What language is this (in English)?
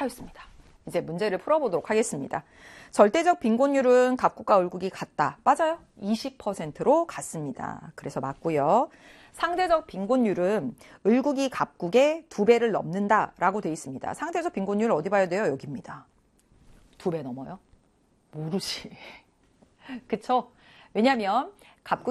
Korean